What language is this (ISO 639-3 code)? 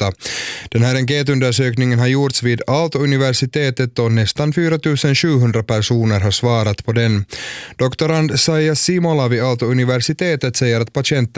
swe